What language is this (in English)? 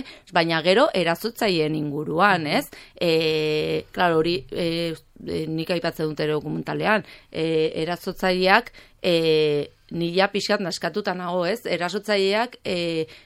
Basque